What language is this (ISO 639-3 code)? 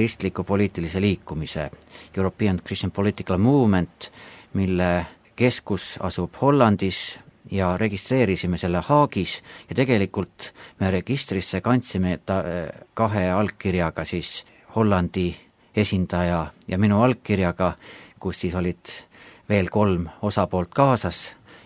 est